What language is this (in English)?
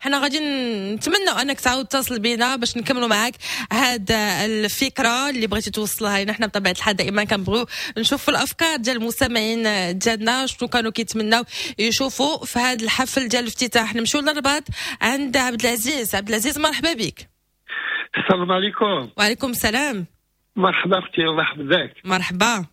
Moroccan Arabic